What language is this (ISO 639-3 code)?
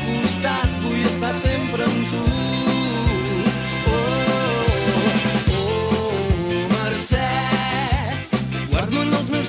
cat